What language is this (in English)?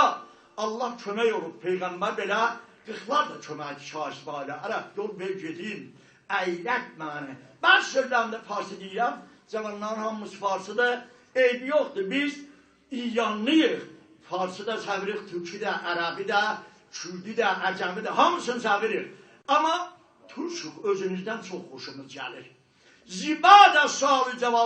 South Azerbaijani